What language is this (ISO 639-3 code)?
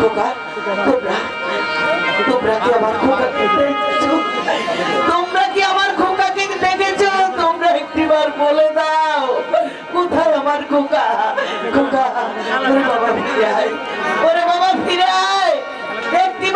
ben